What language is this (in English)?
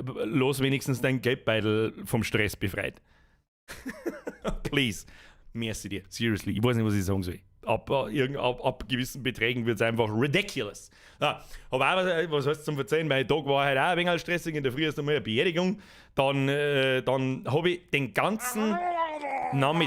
Bavarian